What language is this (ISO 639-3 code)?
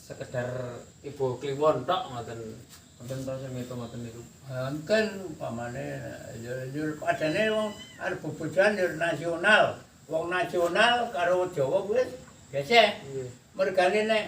jav